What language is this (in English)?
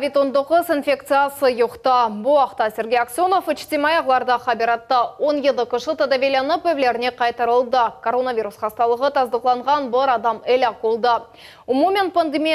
Crimean Tatar